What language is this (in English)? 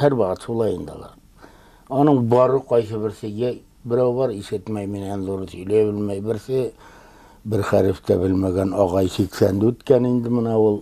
Bashkir